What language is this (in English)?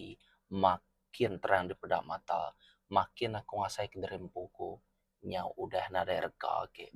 Iban